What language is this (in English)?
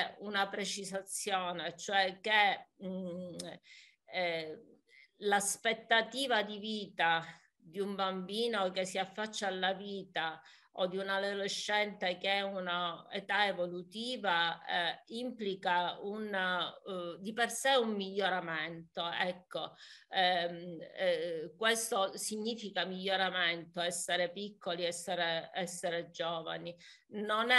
Italian